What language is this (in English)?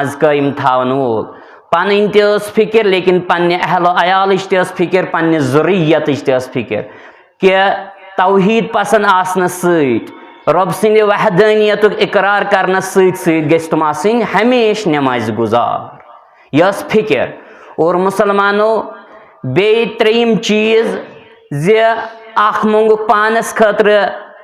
Kashmiri